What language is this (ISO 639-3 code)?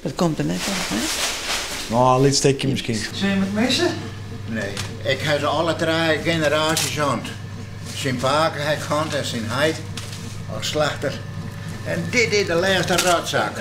fry